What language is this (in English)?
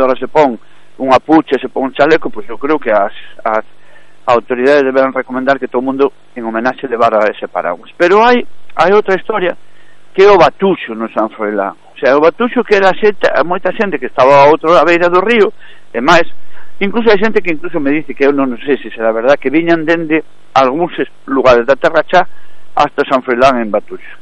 Galician